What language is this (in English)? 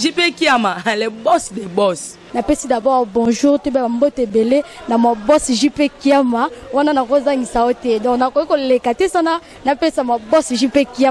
Lingala